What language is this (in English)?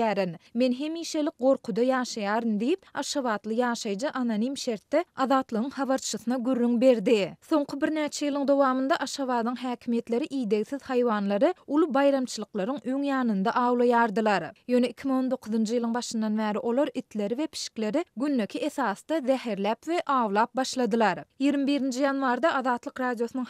Turkmen